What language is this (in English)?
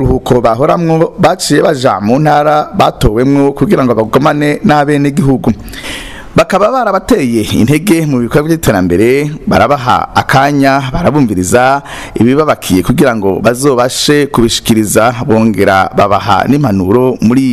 Rundi